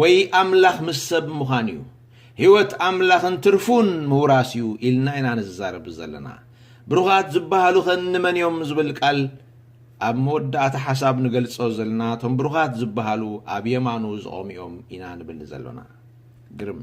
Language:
Tigrinya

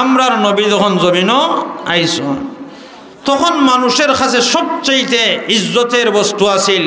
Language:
Sylheti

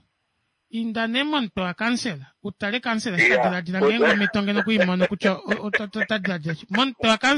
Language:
Kuanyama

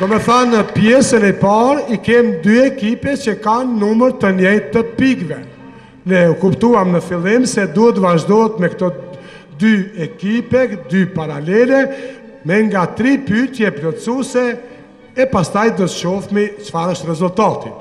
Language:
Albanian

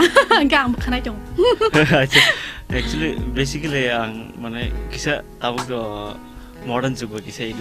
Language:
Kok Borok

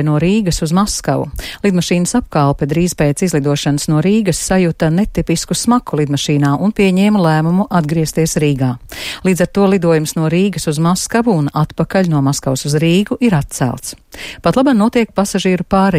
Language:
Latvian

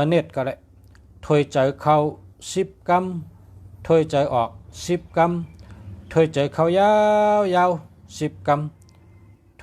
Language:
Shan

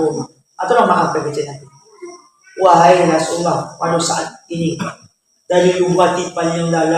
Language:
Minangkabau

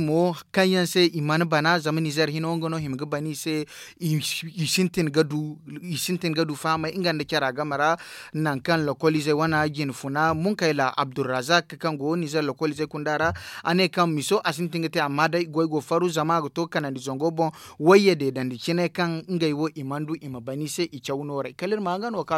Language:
Zarma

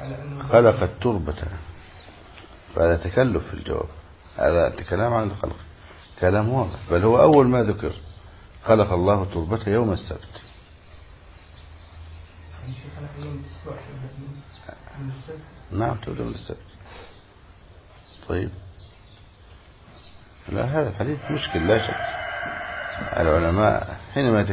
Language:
Arabic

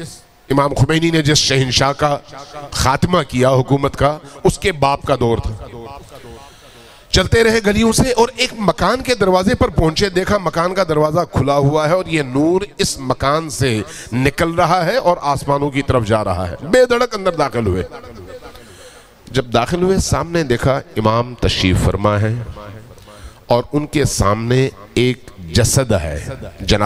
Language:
Urdu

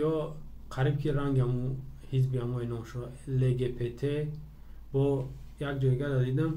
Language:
Tajik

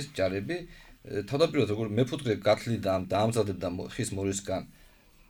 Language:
Georgian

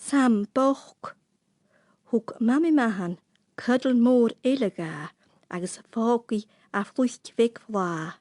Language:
Scottish Gaelic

